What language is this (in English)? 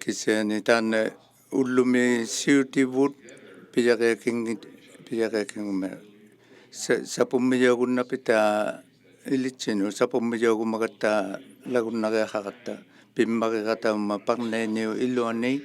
Inuktitut